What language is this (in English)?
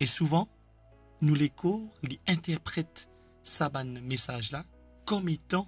Morisyen